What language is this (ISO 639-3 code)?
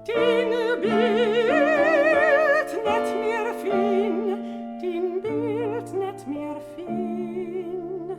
fry